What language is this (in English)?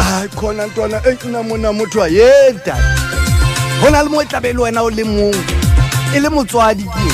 Southern Sotho